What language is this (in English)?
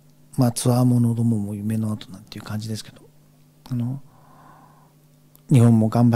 Japanese